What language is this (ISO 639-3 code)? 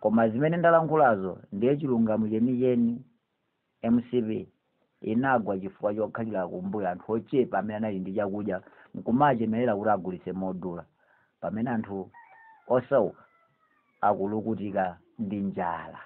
nya